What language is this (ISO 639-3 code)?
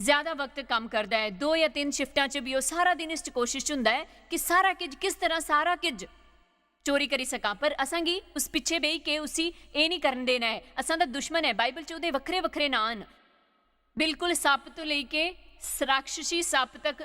doi